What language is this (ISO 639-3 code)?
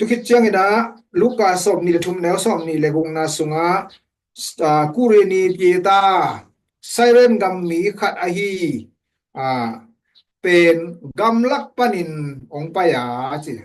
ctd